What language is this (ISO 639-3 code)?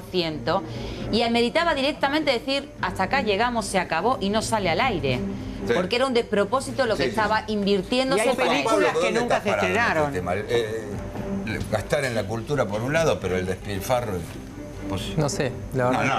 spa